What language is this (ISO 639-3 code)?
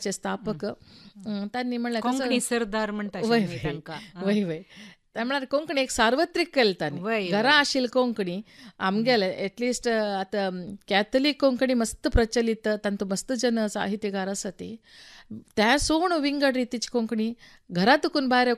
kok